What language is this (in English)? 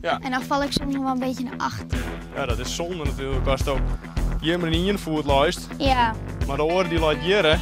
Western Frisian